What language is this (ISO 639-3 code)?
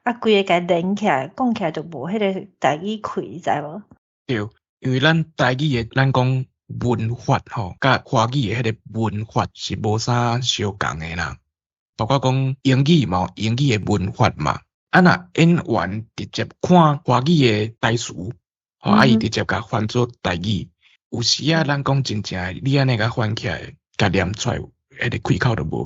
nan